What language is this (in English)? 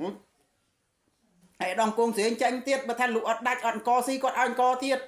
Khmer